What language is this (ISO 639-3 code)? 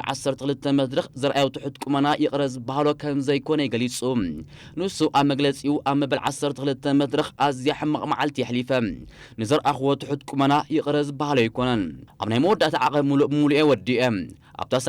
tir